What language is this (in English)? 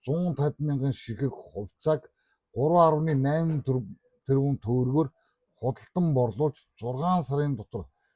Mongolian